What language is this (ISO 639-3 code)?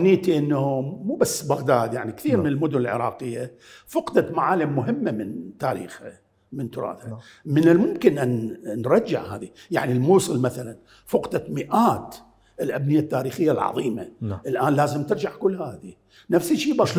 acm